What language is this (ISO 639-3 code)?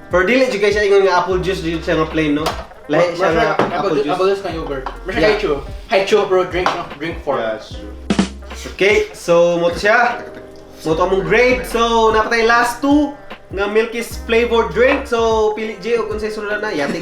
ceb